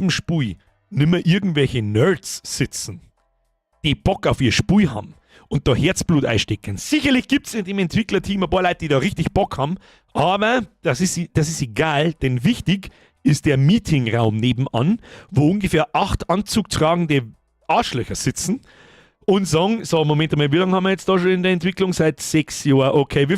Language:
Bavarian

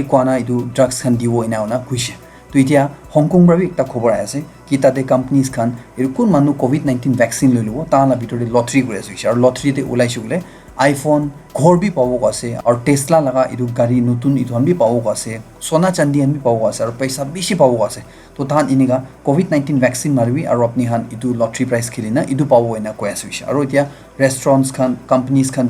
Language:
Naga Pidgin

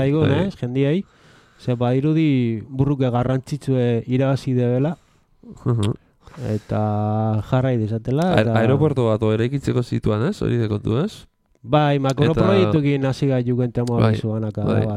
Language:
Basque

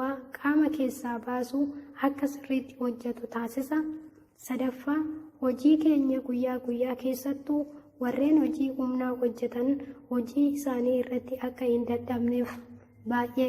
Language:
Oromo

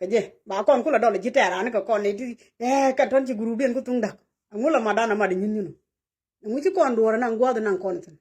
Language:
Nuer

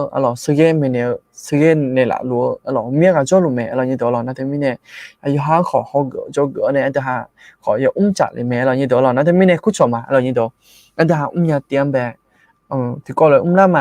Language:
Akha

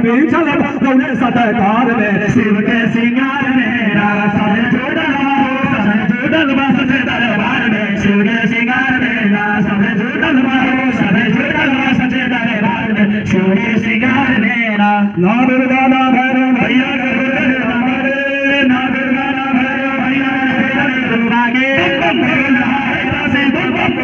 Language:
Bhojpuri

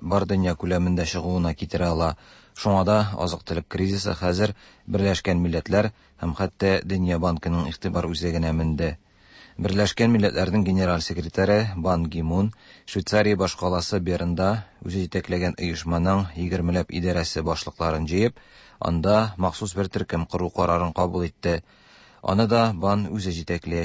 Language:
Tatar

